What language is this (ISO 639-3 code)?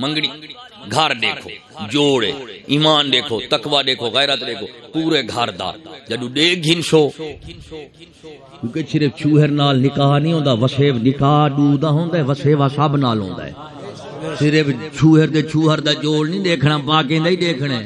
skr